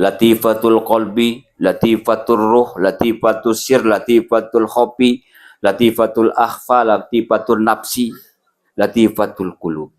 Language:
Sasak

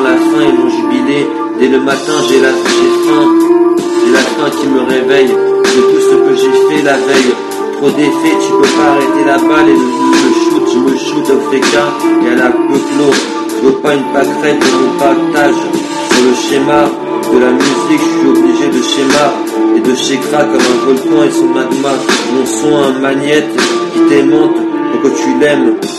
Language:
French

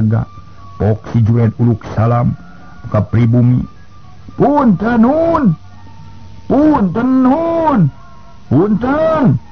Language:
Sundanese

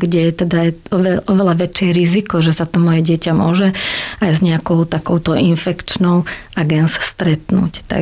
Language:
Slovak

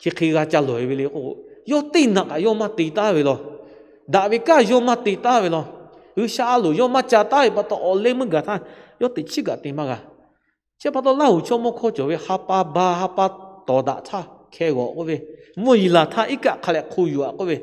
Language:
Lahu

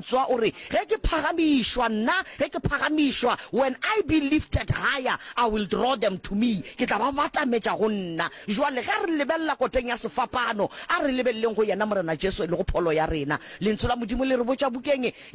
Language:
Northern Sotho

